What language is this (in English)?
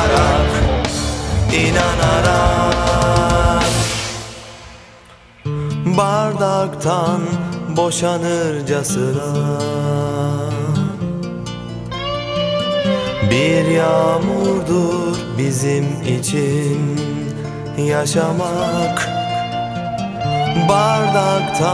Turkish